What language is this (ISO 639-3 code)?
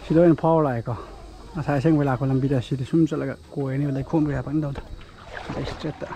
mni